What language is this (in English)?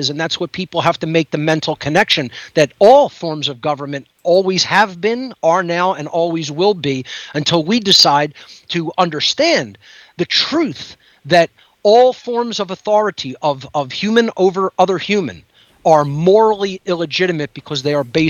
English